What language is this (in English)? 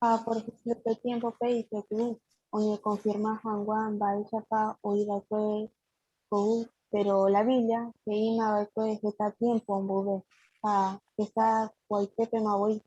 Guarani